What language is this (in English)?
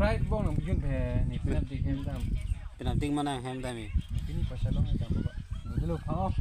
Karbi